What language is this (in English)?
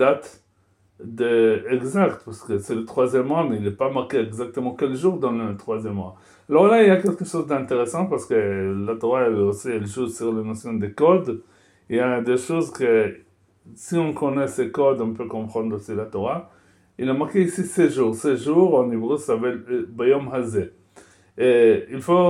French